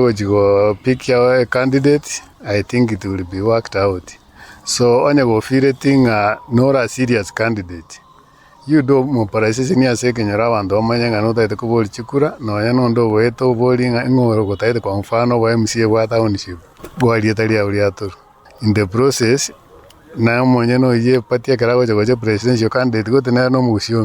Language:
Gusii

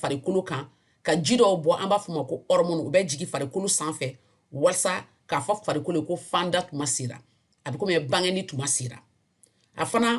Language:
Bambara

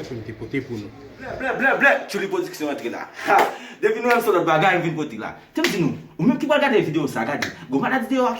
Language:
Haitian Creole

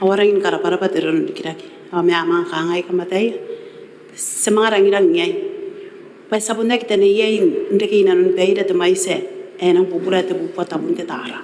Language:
Gilbertese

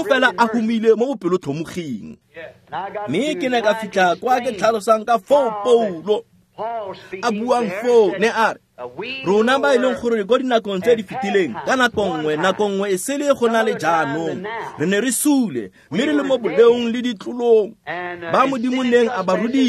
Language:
Tswana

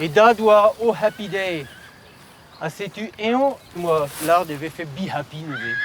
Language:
Breton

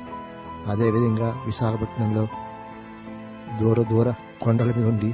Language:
Telugu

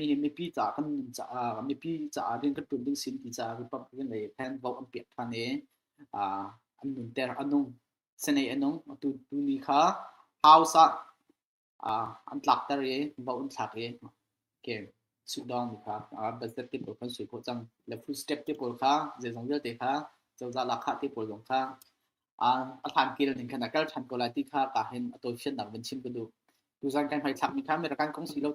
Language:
Hakha Chin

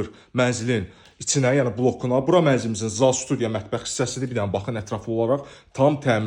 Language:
Azerbaijani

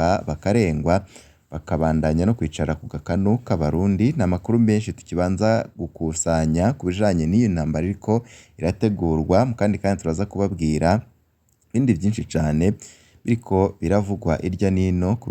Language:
Rundi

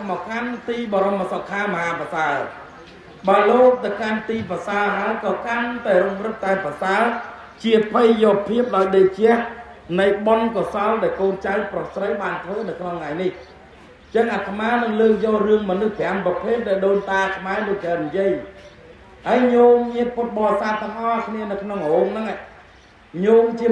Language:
Khmer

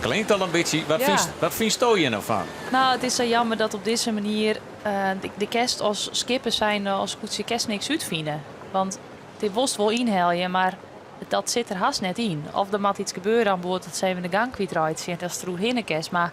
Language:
Western Frisian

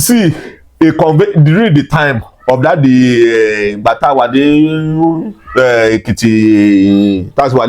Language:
Yoruba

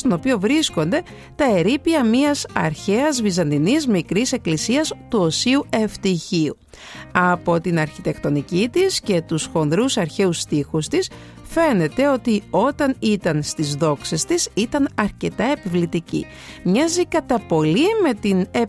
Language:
Greek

